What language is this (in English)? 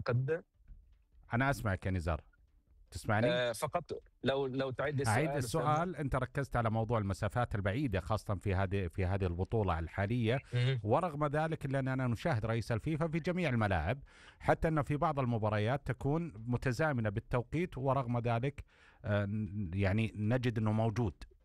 Arabic